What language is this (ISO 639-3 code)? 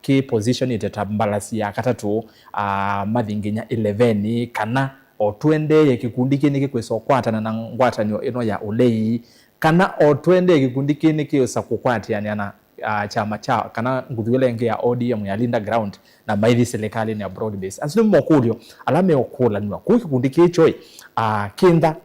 kam